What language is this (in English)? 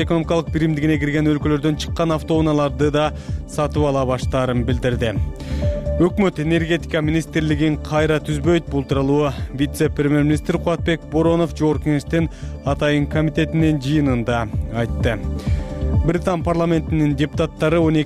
Kyrgyz